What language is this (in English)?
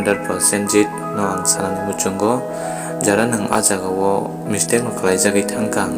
Kok Borok